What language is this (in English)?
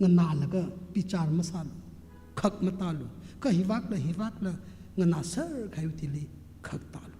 Tangkhul Naga (India)